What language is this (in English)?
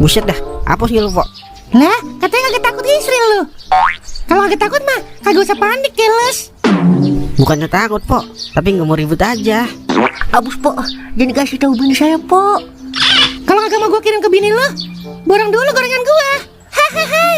Betawi